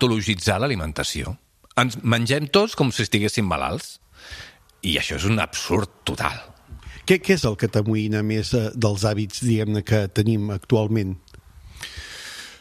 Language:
Catalan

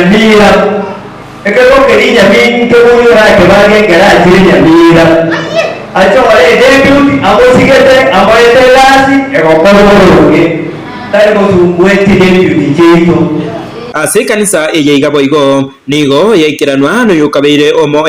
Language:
Gusii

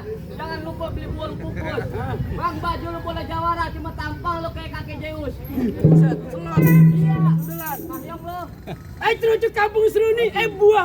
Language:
Betawi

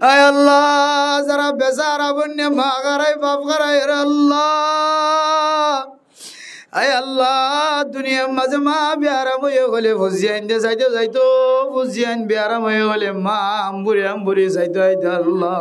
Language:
Rohingya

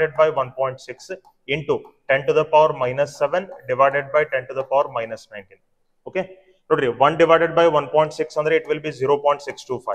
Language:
Kannada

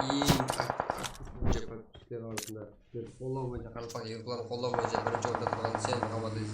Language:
Kara-Kalpak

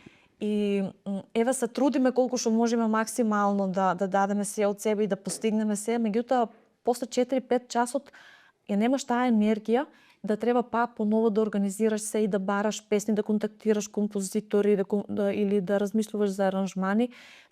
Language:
Macedonian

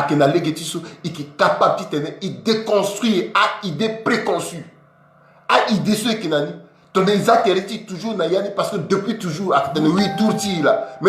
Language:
Sango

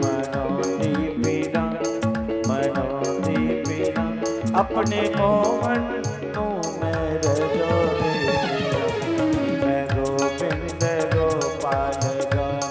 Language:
Dogri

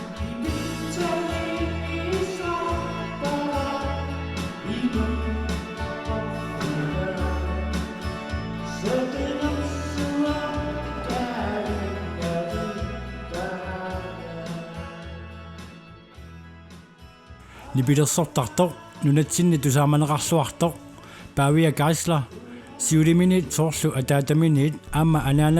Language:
Kalaallisut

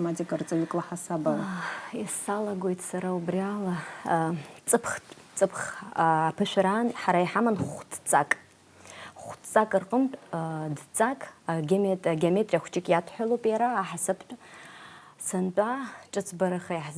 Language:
Abkhazian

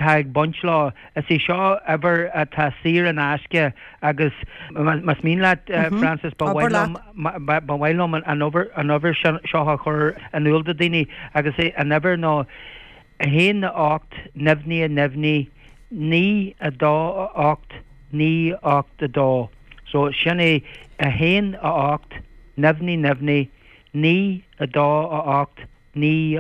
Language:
Irish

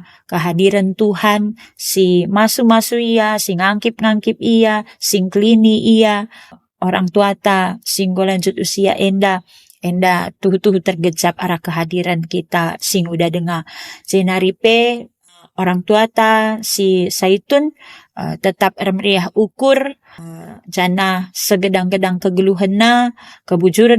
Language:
Batak Karo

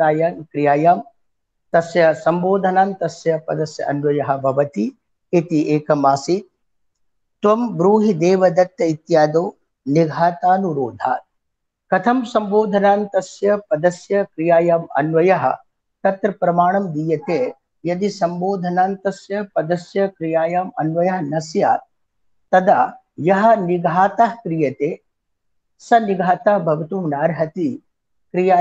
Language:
Sanskrit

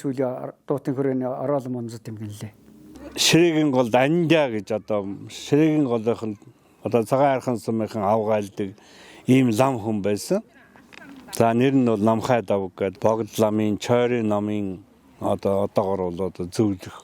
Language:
Mongolian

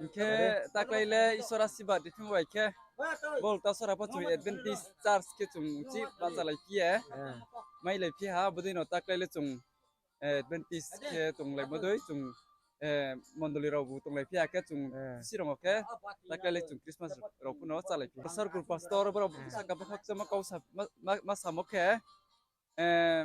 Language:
Riang (India)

